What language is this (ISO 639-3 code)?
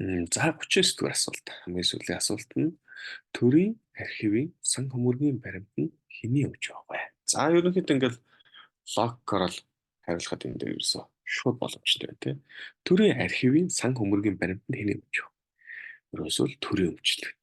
mon